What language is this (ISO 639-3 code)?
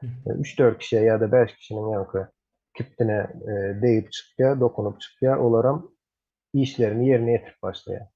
tuk